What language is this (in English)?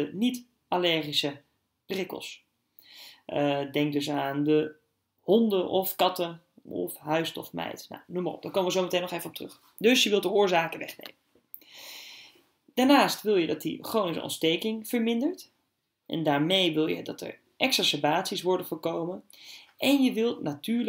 Dutch